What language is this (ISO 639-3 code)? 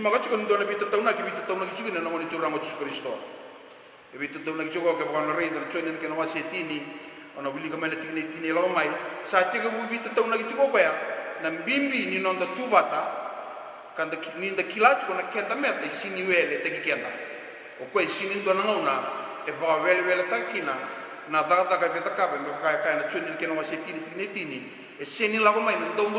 fij